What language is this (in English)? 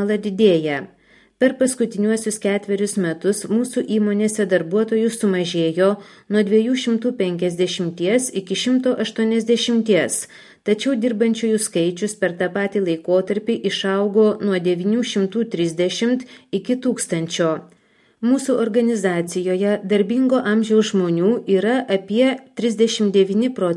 Lithuanian